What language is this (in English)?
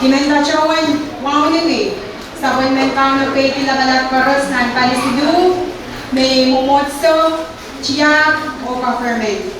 Pohnpeian